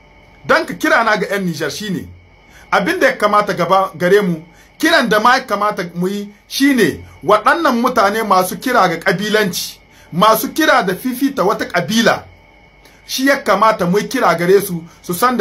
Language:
Hausa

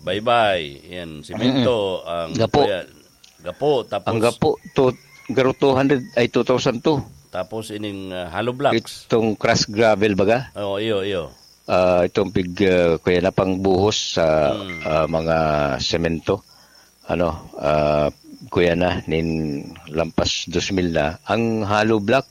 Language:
Bikol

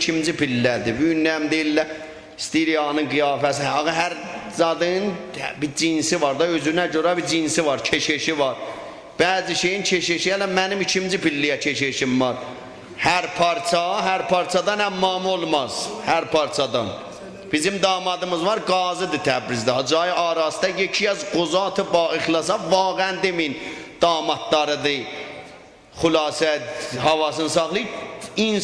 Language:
South Azerbaijani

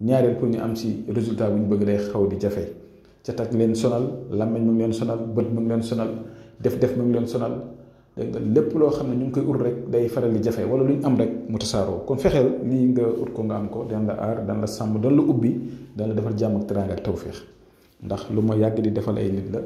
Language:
Wolof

